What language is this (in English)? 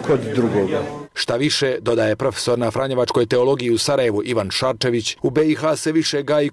Croatian